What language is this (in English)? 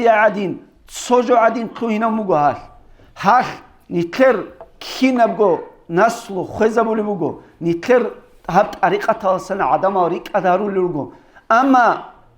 Avaric